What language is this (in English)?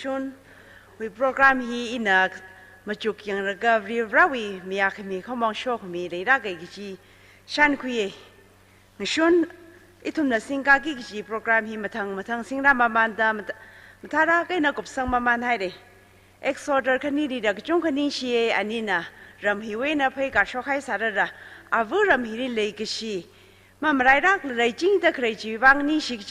Tangkhul Naga (India)